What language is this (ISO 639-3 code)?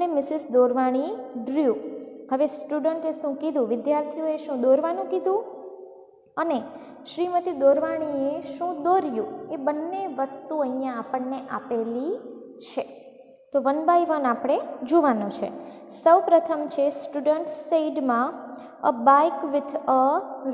guj